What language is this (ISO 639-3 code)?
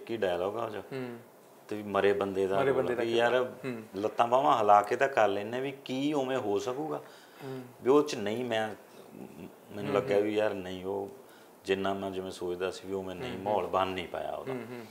pan